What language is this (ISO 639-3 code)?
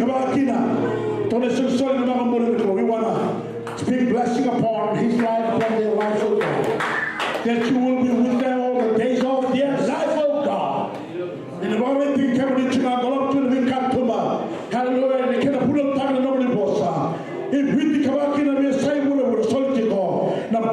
fij